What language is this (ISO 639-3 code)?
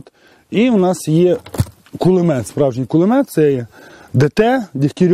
ukr